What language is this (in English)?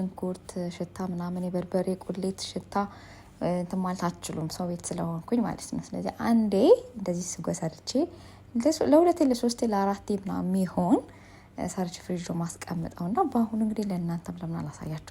Amharic